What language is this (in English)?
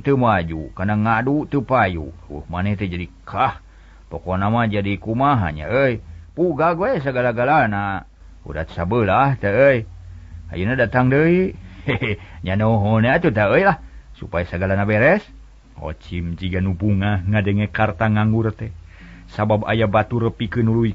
Sundanese